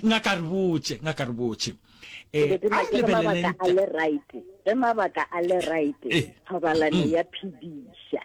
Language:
Northern Sotho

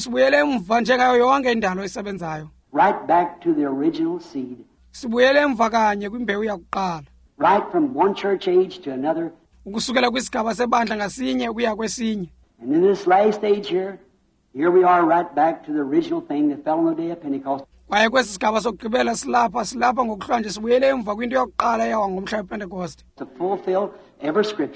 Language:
Xhosa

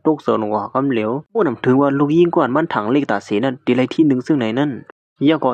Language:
Shan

